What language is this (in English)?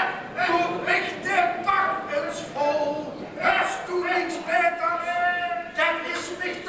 Limburgish